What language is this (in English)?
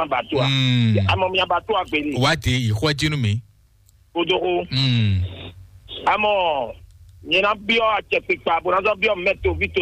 Fon